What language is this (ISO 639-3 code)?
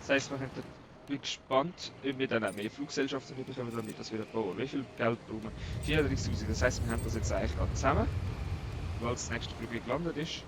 gsw